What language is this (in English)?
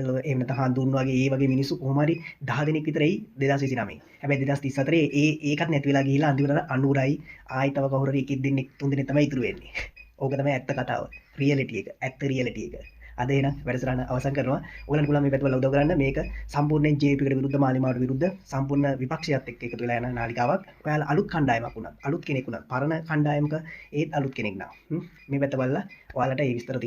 Sinhala